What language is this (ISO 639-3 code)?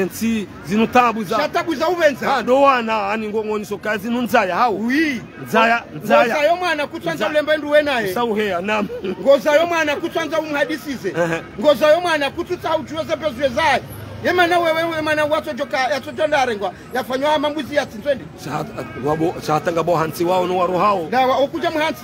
zdj